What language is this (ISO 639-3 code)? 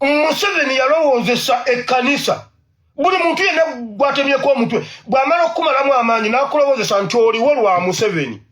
lug